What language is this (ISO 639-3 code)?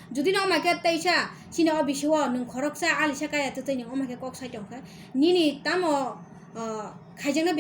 trp